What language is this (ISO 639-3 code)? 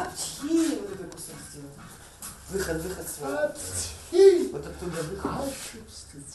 abk